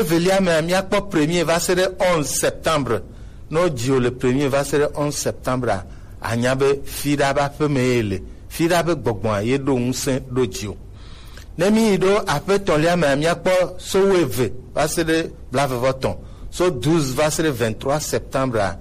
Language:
Gen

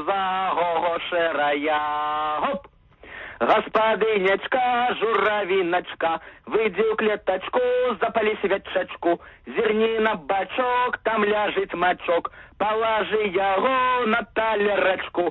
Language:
Belarusian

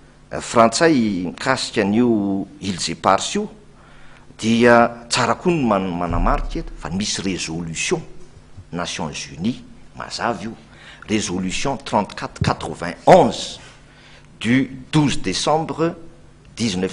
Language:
Malagasy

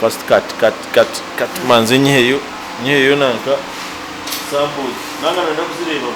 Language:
Nyankole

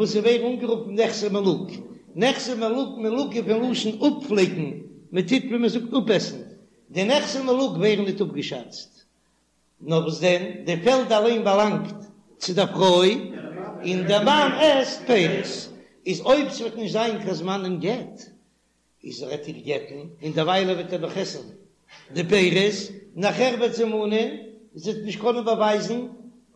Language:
Yiddish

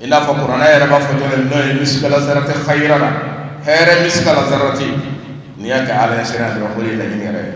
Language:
Bambara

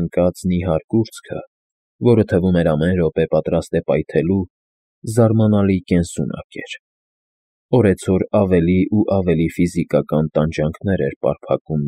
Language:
Armenian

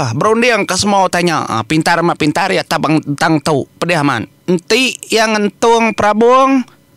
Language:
Iban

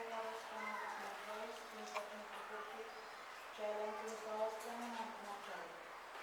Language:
Pohnpeian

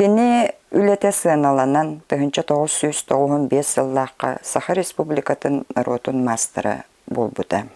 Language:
Yakut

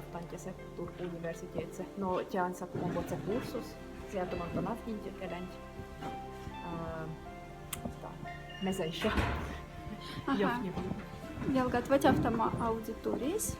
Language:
Moksha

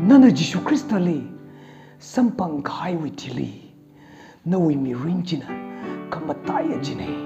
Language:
Tangkhul Naga (India)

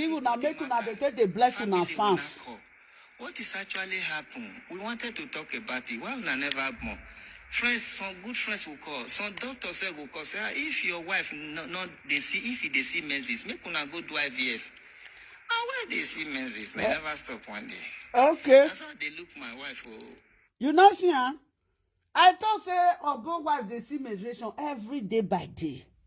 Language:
Nigerian Pidgin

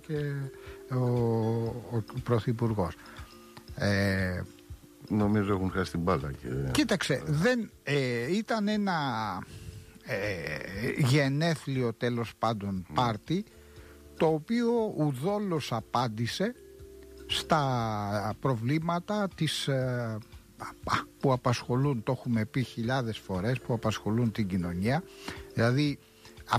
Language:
Greek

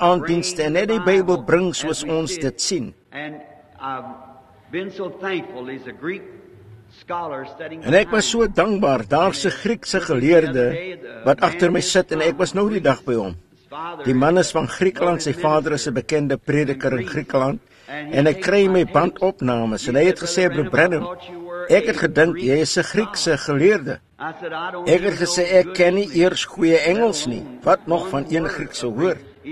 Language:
Afrikaans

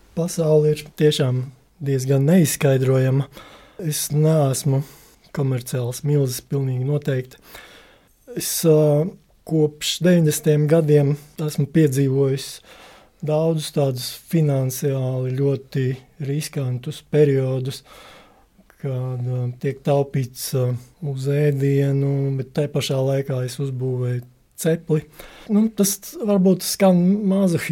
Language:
Latvian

